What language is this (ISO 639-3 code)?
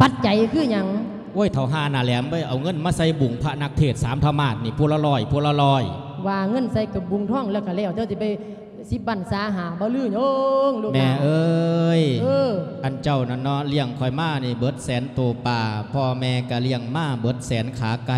lao